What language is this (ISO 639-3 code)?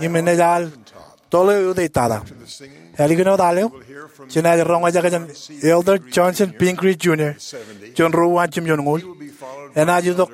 mah